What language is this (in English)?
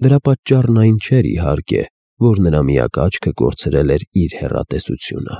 Armenian